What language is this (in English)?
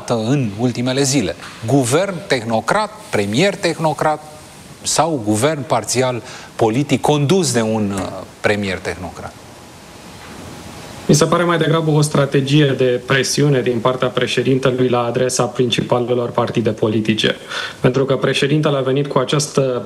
Romanian